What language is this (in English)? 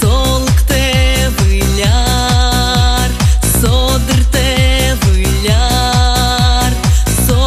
Udmurt